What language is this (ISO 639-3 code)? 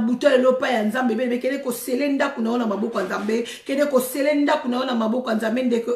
lin